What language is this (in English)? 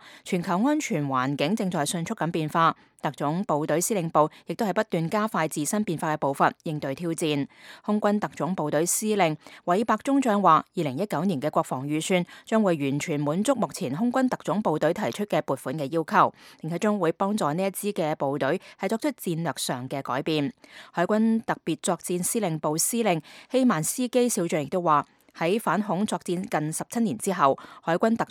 Cantonese